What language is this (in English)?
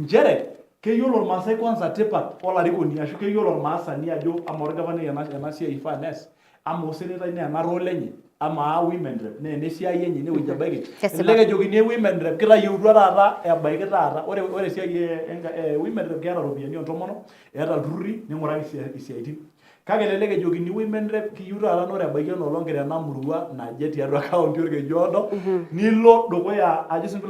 Masai